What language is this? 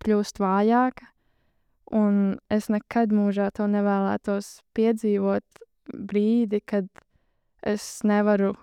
Latvian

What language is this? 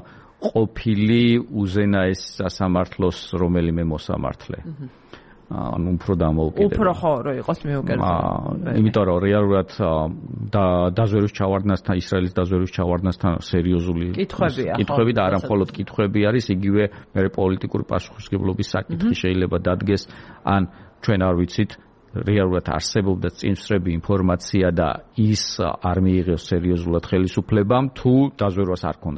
Georgian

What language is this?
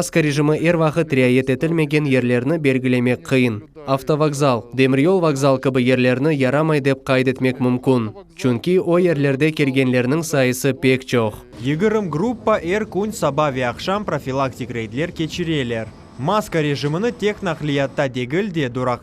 Crimean Tatar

